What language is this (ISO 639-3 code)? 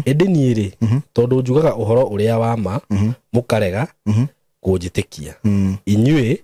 kik